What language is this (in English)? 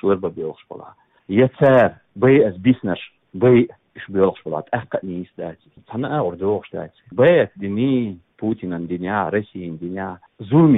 Chechen